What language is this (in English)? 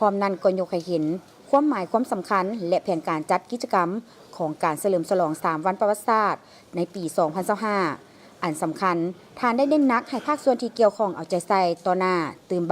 Lao